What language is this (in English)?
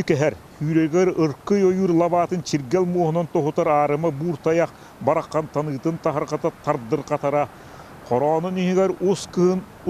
Yakut